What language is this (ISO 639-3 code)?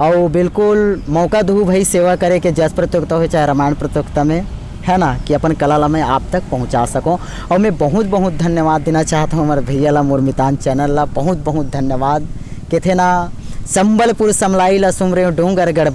hne